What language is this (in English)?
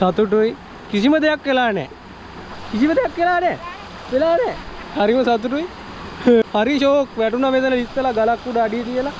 Sinhala